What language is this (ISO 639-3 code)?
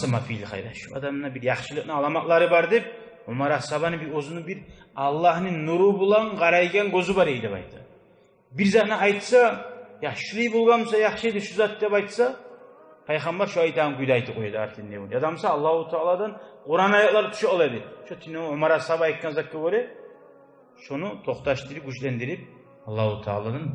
kum